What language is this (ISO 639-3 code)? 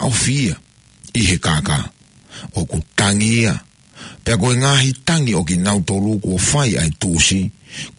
ton